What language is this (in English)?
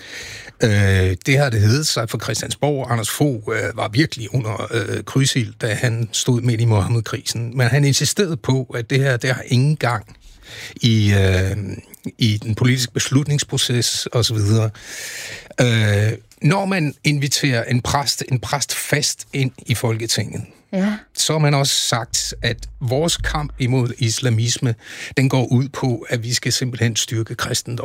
Danish